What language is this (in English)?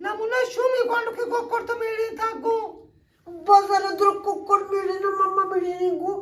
Baluchi